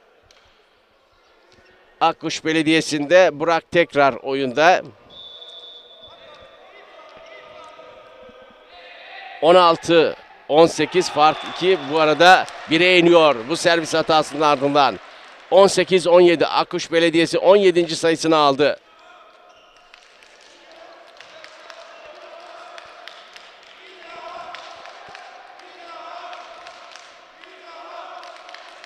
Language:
Turkish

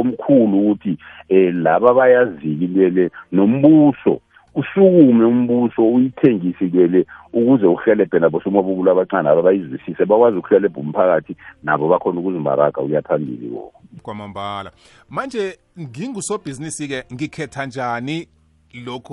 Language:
South Ndebele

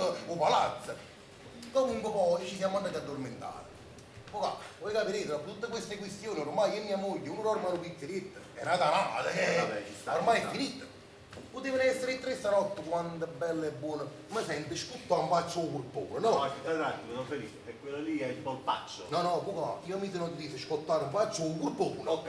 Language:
Neapolitan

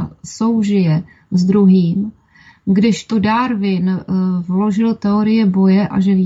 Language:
Czech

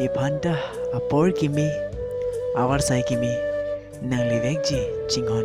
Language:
Karbi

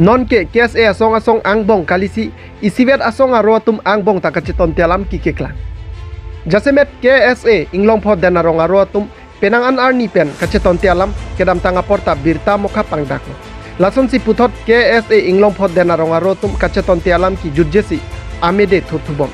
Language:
Karbi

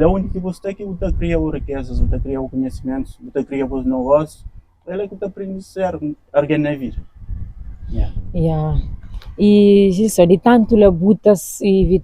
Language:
Kabuverdianu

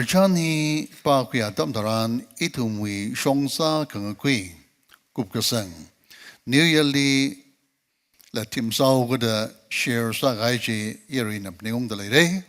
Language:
Tangkhul Naga (India)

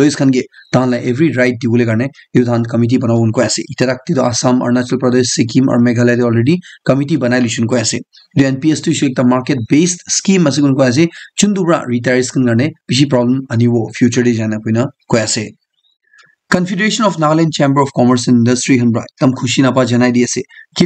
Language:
Naga Pidgin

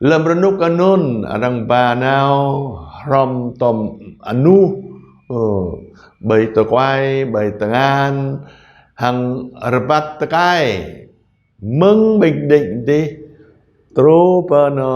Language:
Jarai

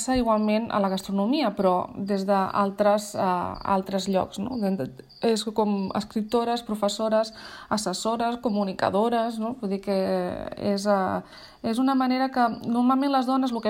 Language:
Catalan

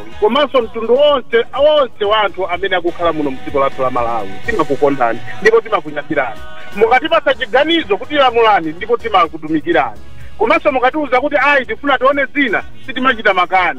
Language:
Nyanja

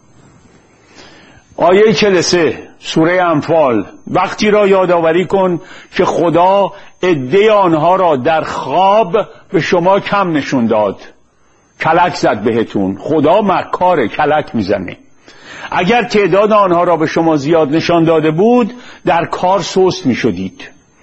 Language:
Persian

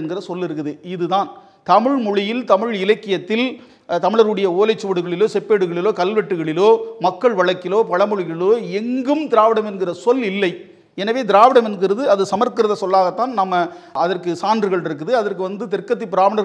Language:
Tamil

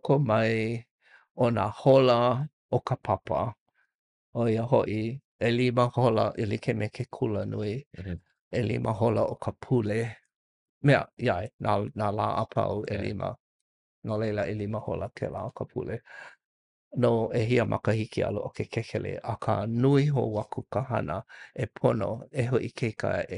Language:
Hawaiian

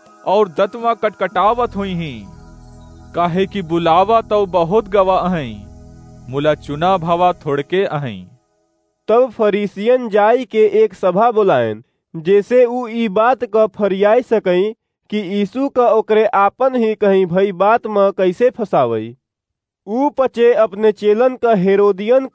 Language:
Awadhi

